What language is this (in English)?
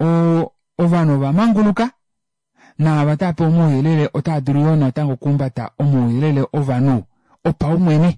Kuanyama